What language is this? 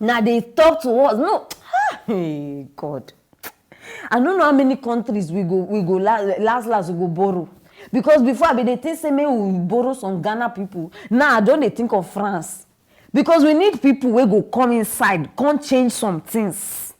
Nigerian Pidgin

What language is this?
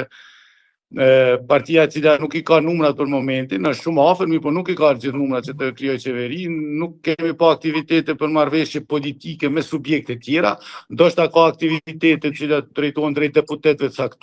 Albanian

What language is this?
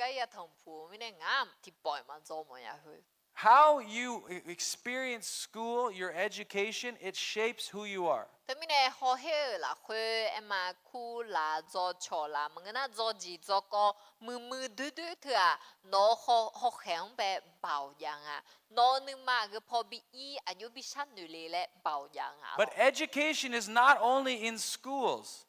Akha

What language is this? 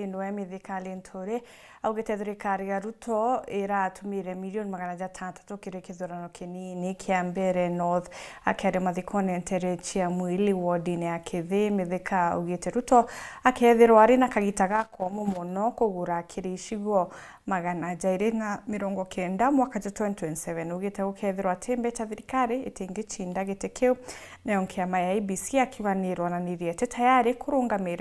Meru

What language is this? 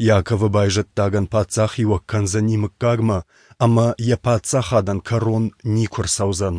Ossetic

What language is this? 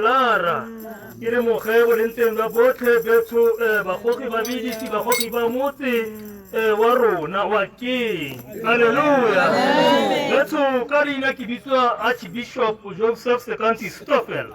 Tswana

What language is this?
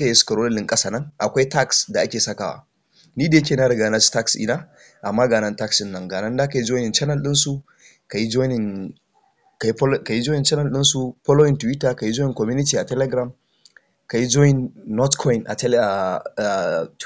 Hausa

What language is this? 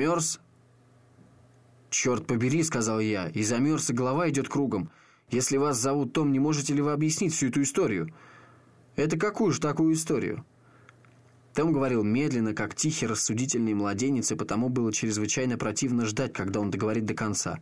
Russian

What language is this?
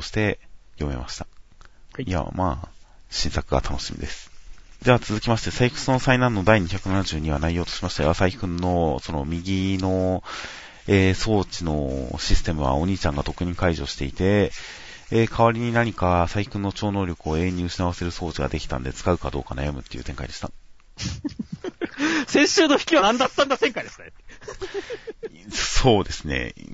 Japanese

